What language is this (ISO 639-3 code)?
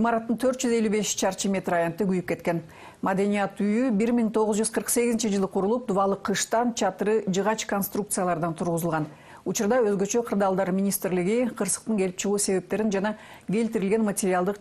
kir